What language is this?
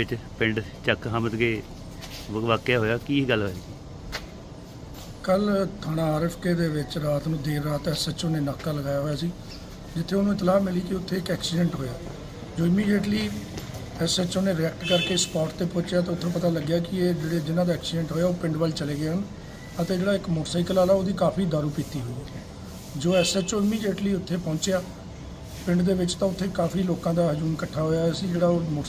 Punjabi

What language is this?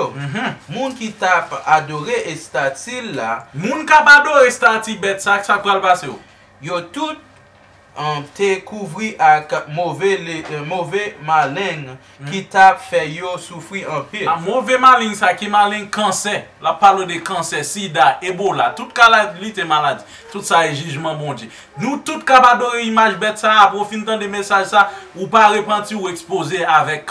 Haitian Creole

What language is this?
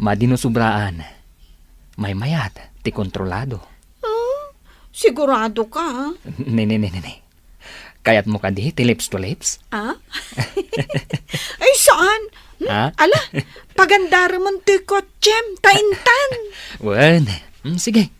Iloko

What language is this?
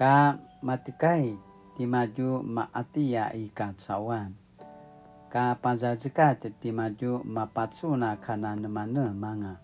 Paiwan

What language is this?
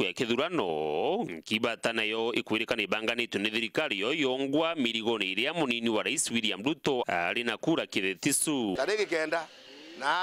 Meru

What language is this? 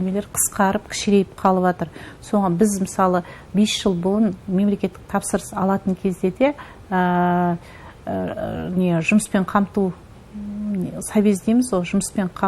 Kazakh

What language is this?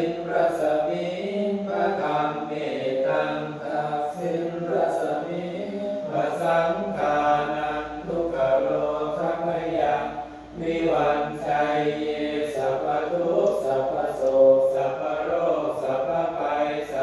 Pali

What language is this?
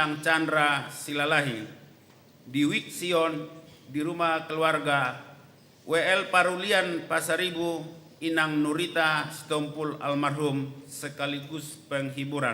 Batak Toba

